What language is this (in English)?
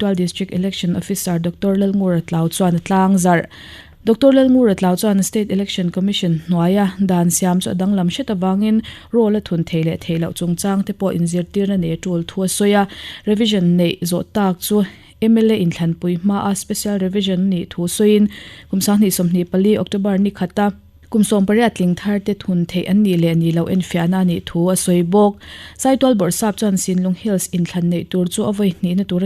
Mizo